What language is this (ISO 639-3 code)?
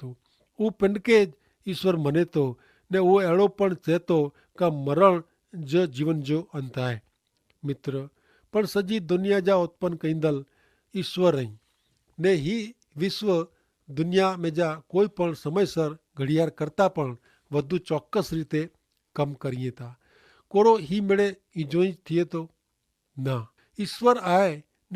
kfr